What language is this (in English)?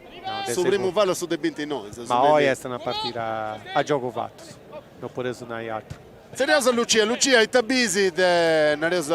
Sardinian